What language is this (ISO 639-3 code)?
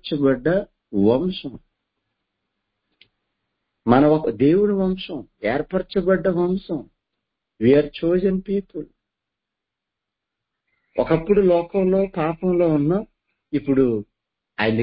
tel